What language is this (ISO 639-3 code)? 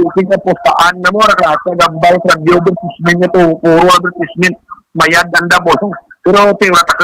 hil